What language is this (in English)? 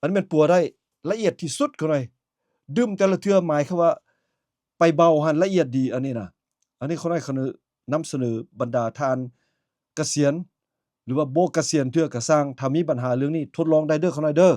Lao